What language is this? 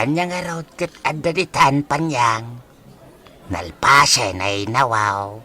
Iloko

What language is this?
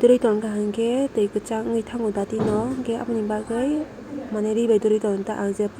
Kok Borok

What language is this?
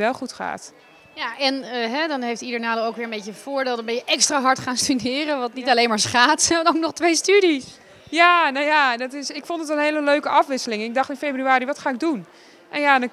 Dutch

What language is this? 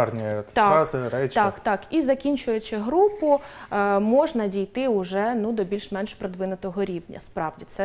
Ukrainian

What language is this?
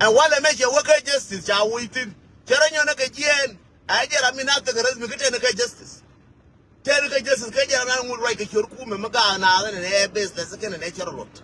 Nuer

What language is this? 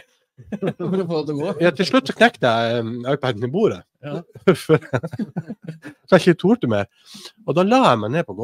Norwegian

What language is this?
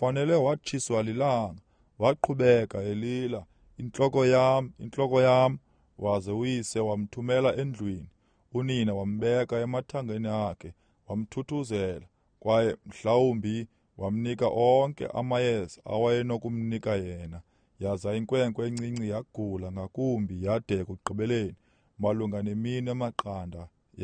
Xhosa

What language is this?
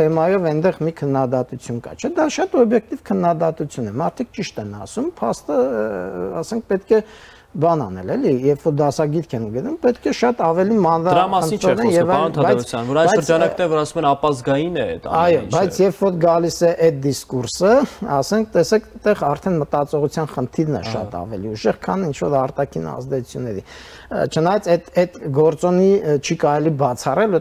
Armenian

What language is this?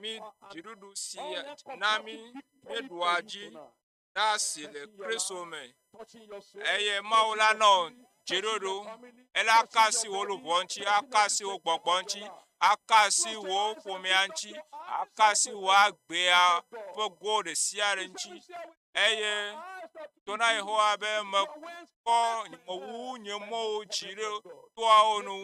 Ewe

